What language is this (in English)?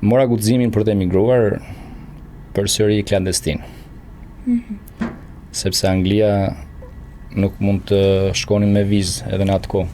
Albanian